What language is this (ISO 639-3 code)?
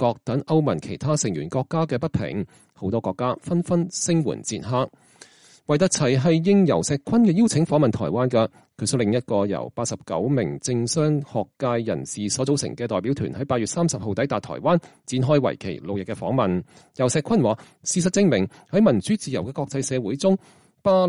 yue